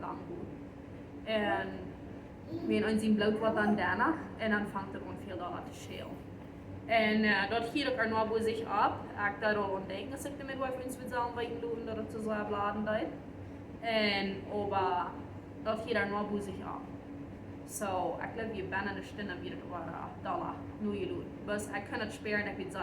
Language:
Plautdietsch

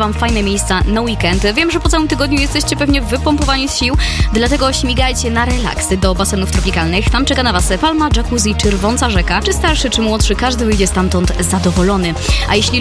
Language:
Polish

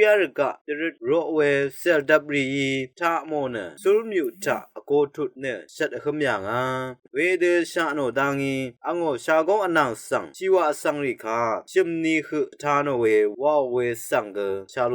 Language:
Rawang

